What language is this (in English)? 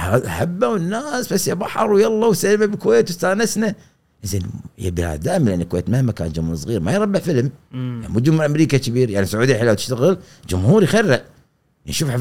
Gulf Arabic